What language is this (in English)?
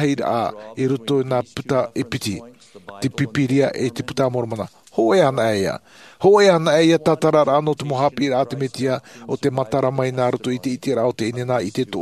Tahitian